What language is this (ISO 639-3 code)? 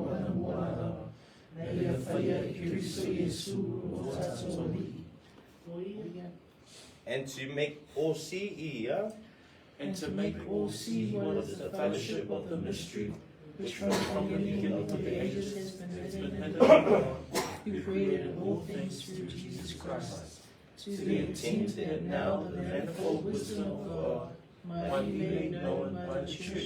smo